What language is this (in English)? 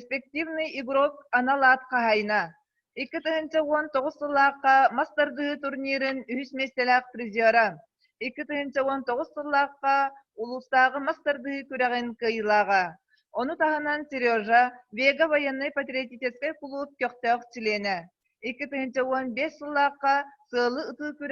Yakut